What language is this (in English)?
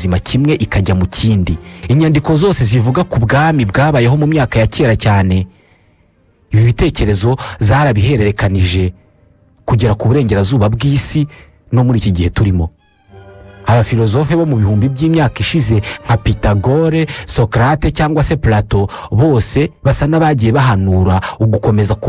Kinyarwanda